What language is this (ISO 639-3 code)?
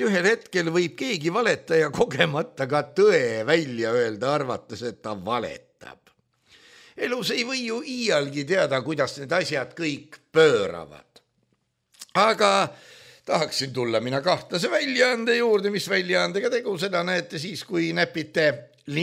est